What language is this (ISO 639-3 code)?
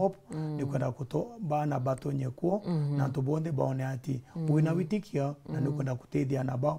mer